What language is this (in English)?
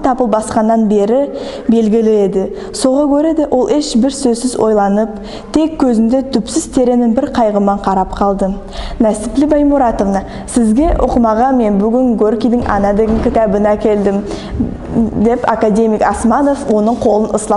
Nogai